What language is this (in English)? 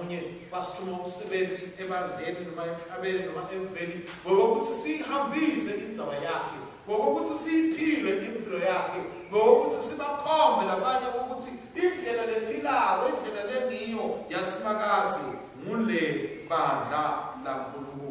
Swati